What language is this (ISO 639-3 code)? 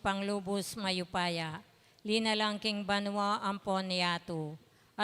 pam